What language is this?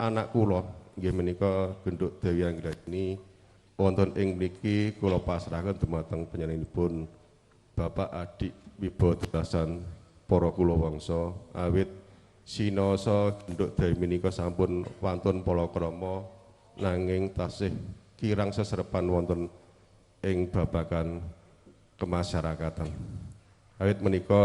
Javanese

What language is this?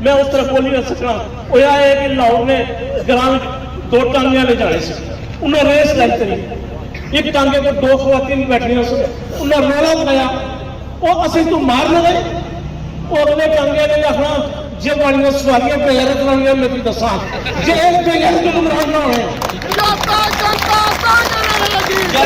Pahari-Potwari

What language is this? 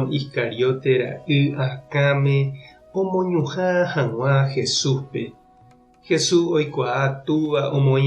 Guarani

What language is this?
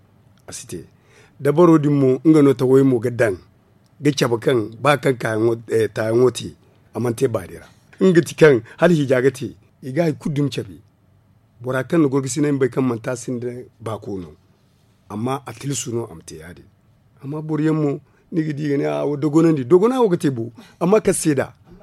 Zarma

